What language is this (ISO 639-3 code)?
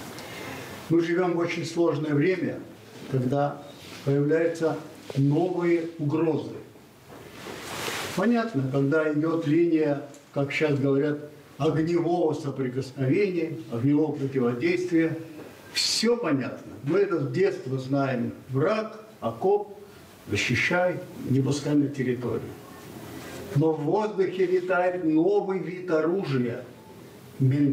rus